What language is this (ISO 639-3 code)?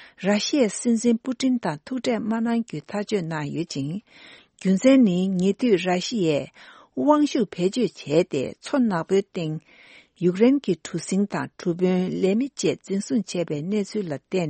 bod